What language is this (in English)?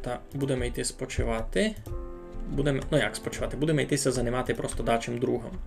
Rusyn